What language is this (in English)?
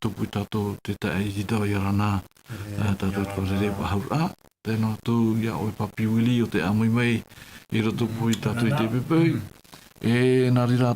Tahitian